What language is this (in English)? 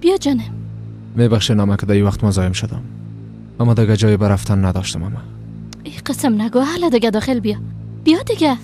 Persian